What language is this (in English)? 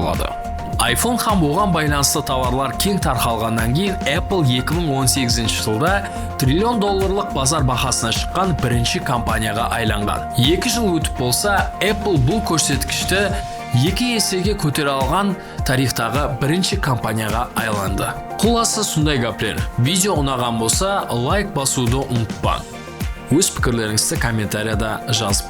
Kara-Kalpak